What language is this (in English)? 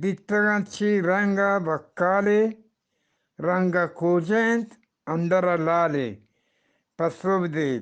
Eastern Balochi